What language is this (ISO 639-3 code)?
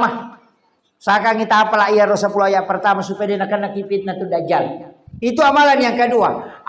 bug